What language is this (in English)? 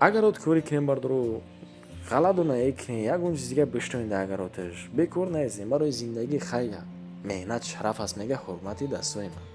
Tajik